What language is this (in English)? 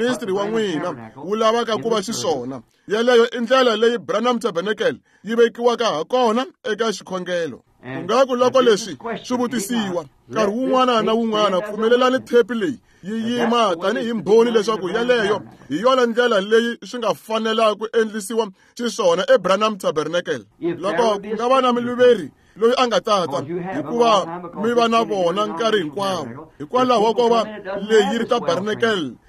Tsonga